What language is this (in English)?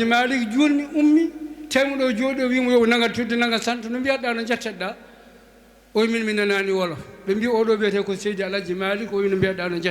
Fula